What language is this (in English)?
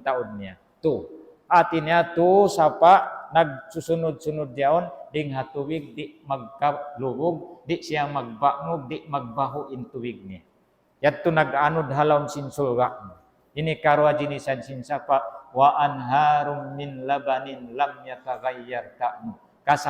Tausug